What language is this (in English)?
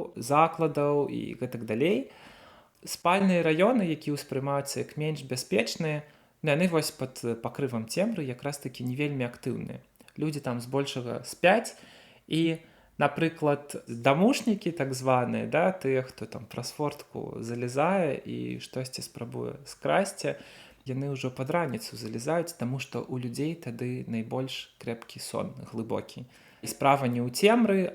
Belarusian